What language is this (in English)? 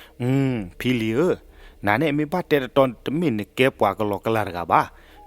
S'gaw Karen